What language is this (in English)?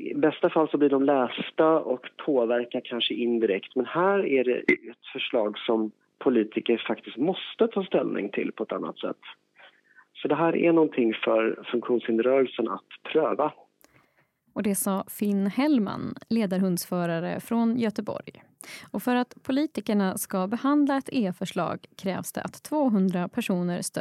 Swedish